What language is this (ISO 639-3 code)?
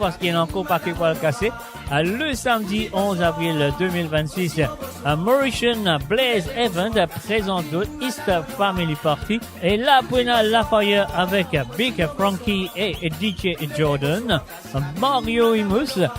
mfe